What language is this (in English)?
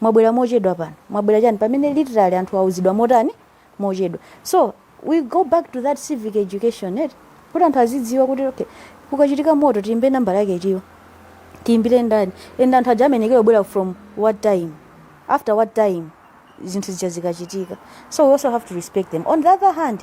Nyanja